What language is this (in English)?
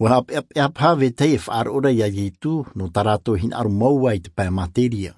Tahitian